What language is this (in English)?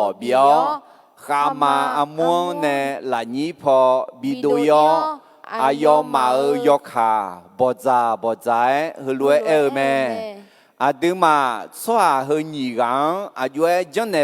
Akha